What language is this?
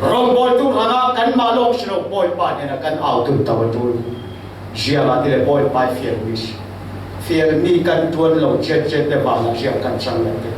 Falam Chin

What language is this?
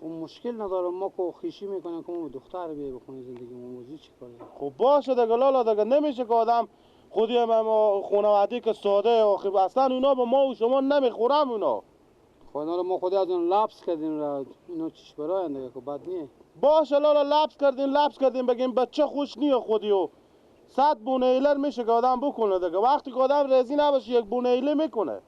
Persian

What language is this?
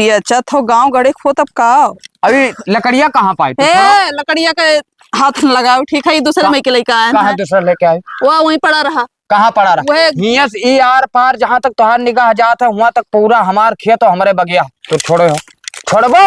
Awadhi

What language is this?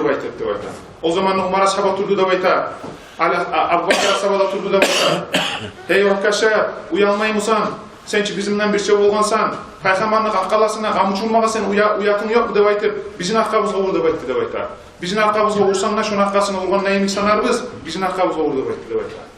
Kumyk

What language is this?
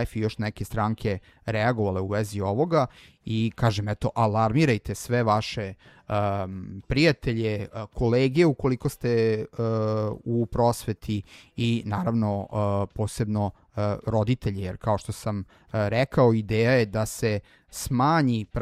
Serbian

